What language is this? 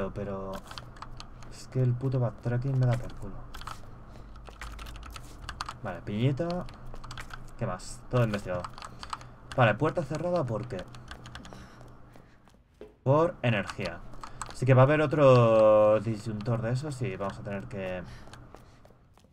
Spanish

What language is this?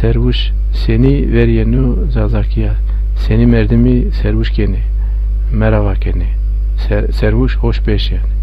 Zaza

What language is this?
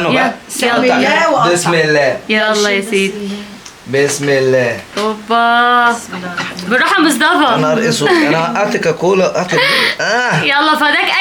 Egyptian Arabic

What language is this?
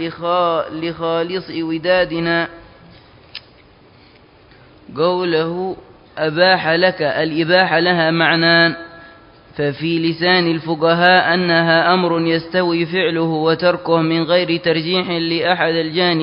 Arabic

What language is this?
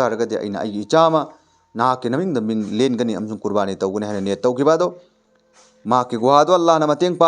Manipuri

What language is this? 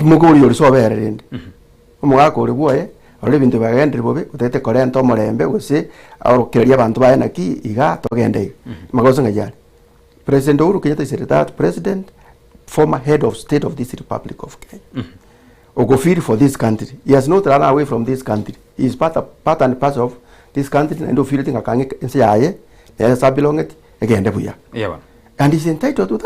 Gusii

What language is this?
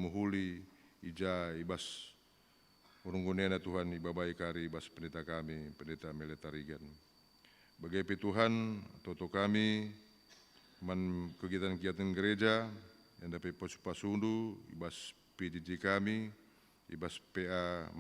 Batak Karo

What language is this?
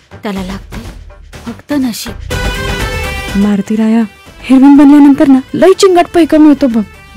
Marathi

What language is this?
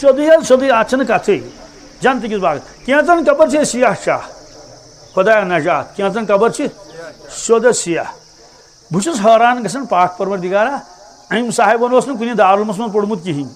Kashmiri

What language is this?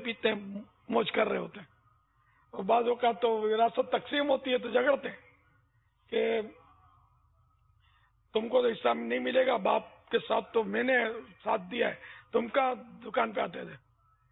Urdu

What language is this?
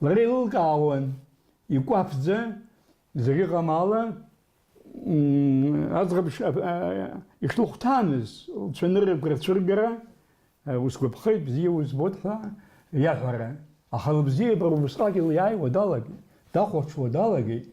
Abkhazian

